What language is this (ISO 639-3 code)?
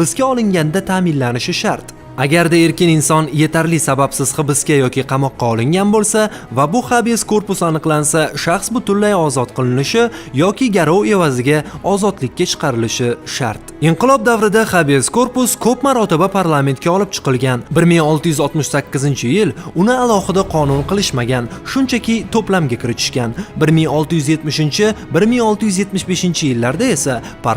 uzb